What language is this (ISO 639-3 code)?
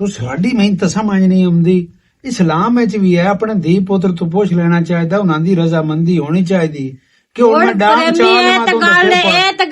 lah